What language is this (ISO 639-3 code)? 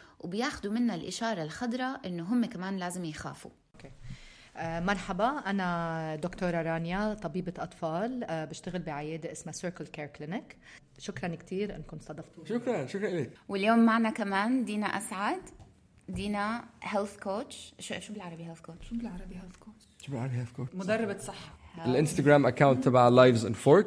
apc